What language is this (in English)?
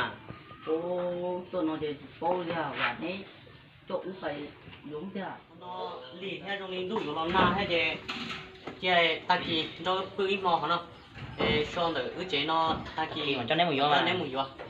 Hmong